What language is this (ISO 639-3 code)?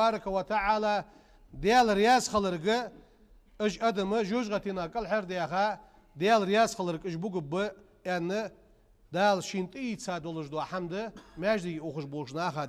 inh